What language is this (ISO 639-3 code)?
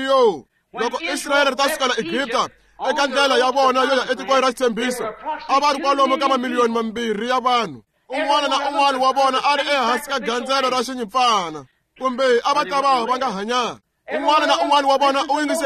tso